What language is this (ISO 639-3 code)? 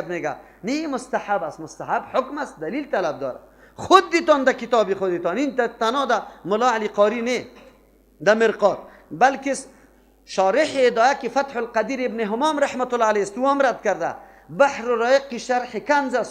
fas